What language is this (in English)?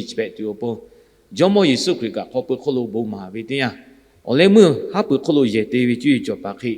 Lahu